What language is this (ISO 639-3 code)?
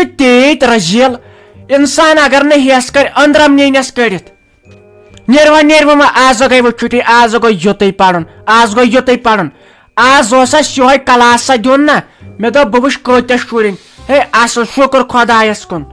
kas